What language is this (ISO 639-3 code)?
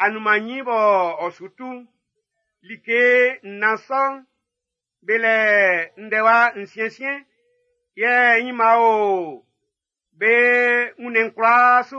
bci